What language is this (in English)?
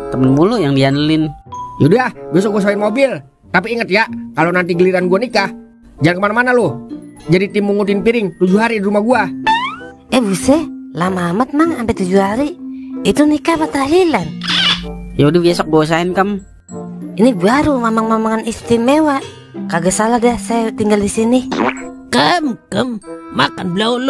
Betawi